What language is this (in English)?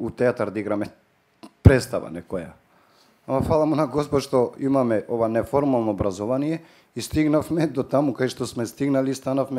Macedonian